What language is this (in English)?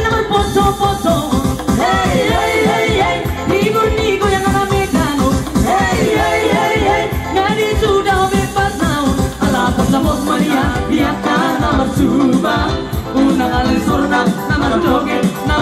Batak Toba